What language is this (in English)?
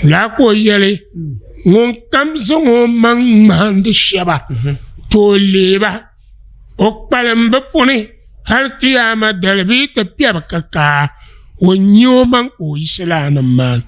Dagbani